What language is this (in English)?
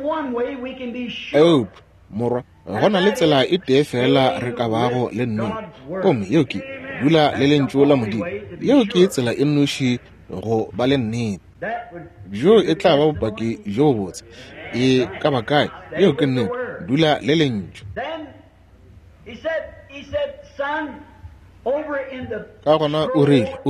Northern Sotho